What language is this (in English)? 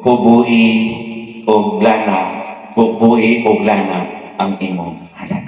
Cebuano